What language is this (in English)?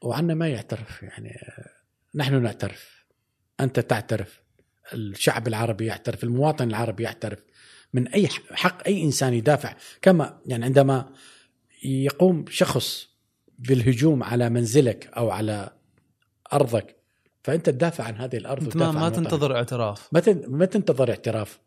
Gulf Arabic